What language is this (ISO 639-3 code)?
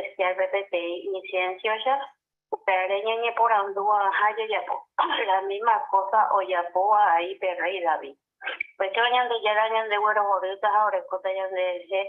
grn